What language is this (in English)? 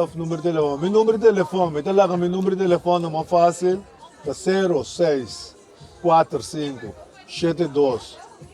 Papiamento